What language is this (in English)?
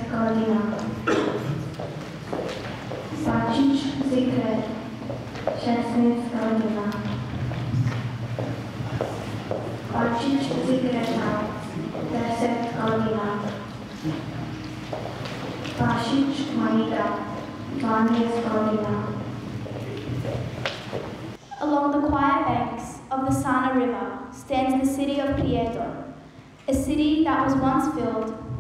Bosnian